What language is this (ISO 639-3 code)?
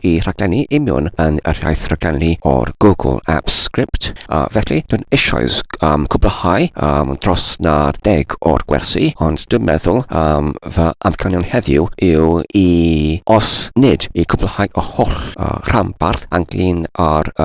cym